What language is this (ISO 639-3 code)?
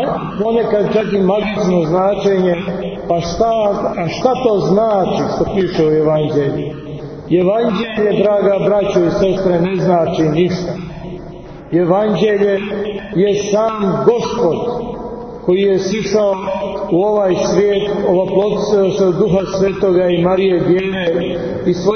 srp